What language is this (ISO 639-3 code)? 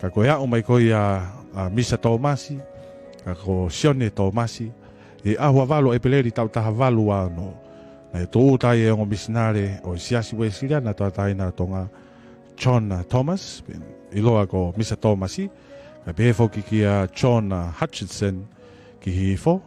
ton